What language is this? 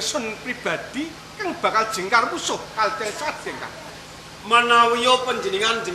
Javanese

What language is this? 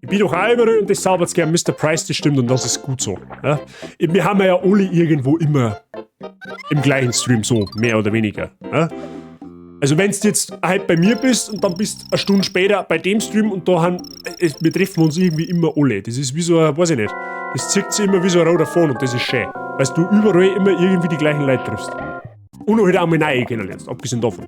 Bavarian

